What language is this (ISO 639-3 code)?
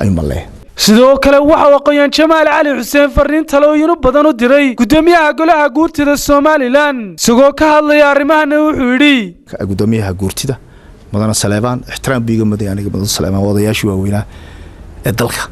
som